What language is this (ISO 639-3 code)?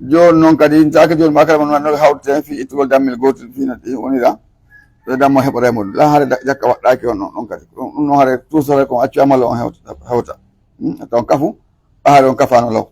fuf